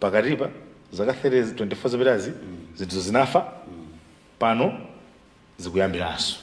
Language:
Nyanja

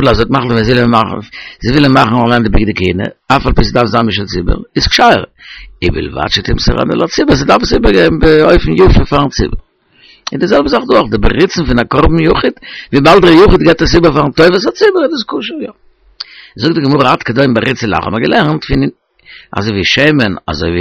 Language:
Yiddish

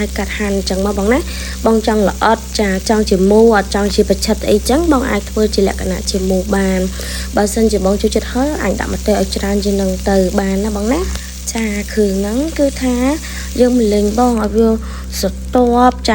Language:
Khmer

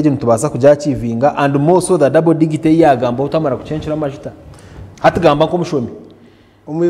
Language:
Nyankole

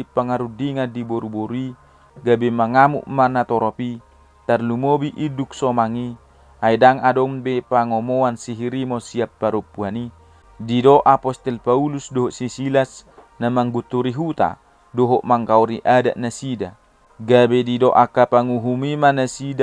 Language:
Batak Toba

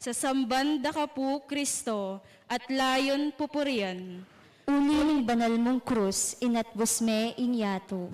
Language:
Pampanga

